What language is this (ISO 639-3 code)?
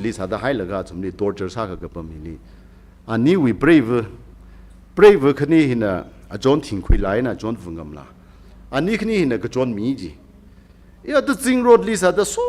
nmf